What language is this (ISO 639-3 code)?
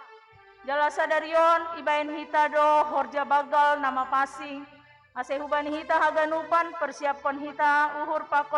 bts